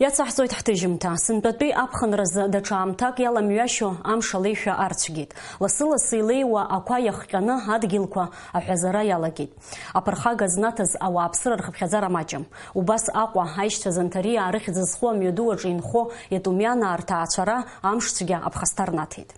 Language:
Abkhazian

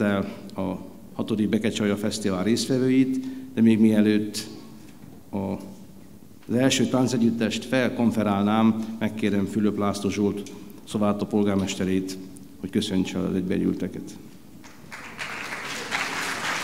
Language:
Hungarian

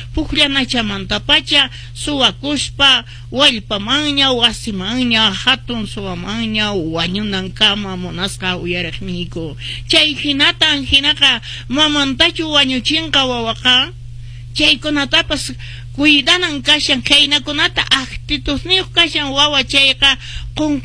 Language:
Quechua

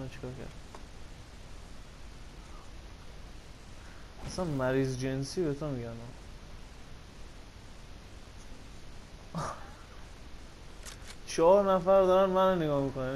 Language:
Persian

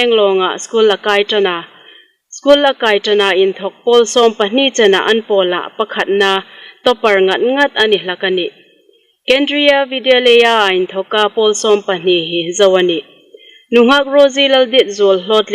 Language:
Hmar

